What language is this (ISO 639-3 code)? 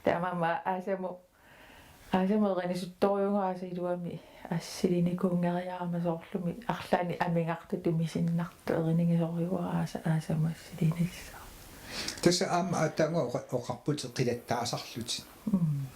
kal